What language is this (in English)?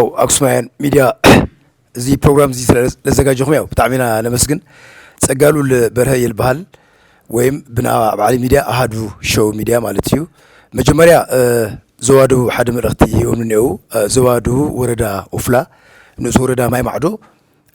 Tigrinya